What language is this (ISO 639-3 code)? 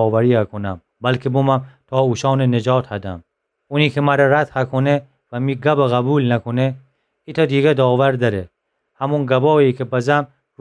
glk